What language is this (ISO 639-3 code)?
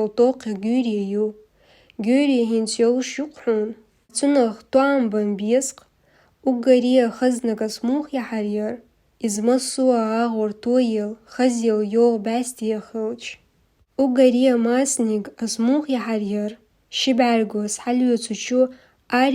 che